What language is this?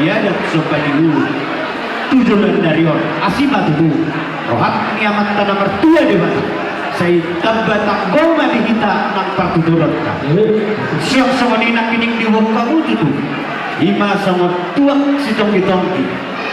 Batak Toba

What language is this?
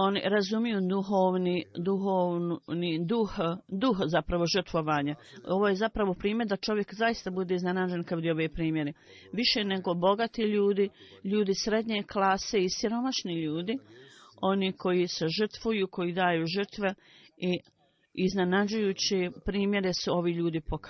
Bosnian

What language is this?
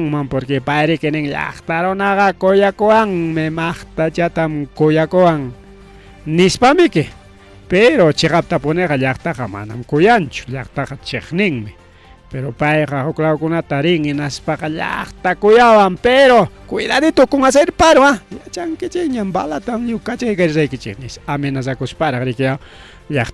Ayacucho Quechua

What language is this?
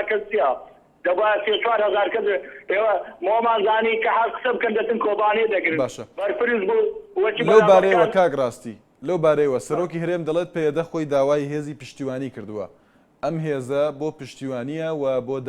Central Kurdish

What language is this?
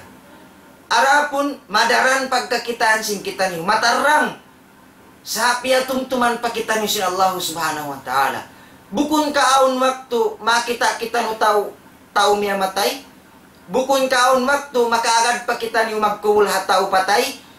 Tausug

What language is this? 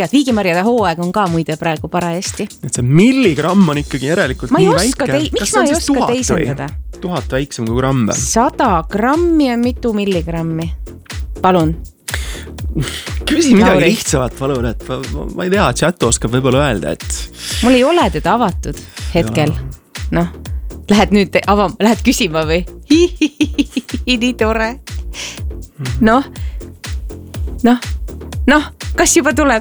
Estonian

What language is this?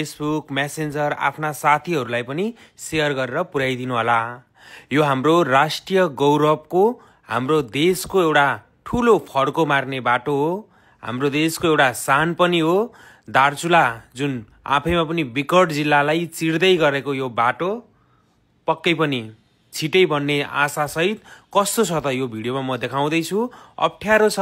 Nepali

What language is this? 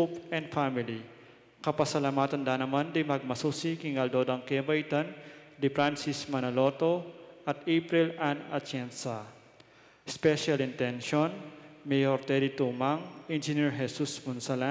Pampanga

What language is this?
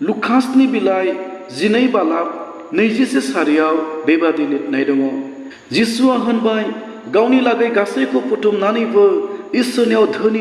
Bodo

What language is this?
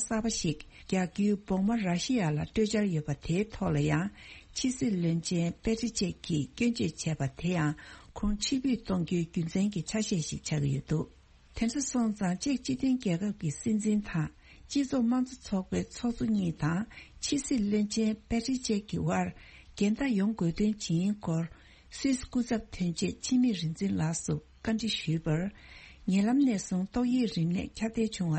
Tibetan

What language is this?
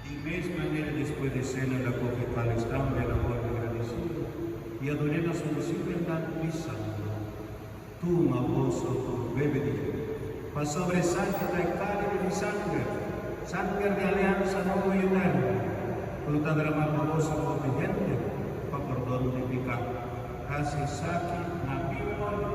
Papiamento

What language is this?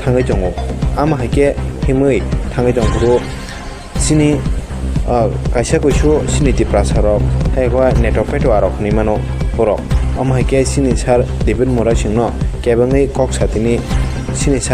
Kok Borok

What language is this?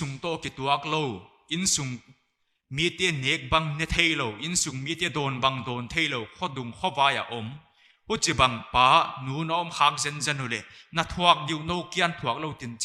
Paite Chin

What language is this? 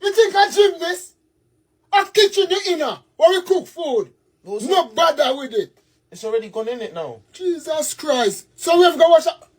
Jamaican Creole English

